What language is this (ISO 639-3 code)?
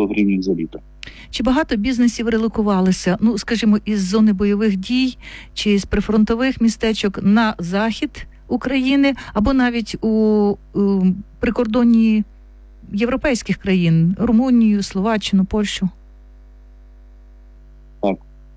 ukr